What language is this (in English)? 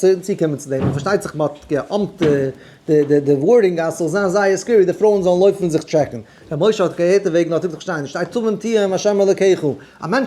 Yiddish